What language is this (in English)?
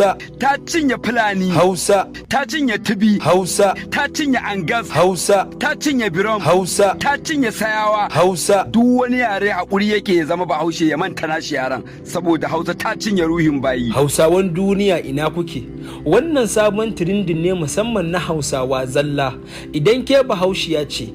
Hausa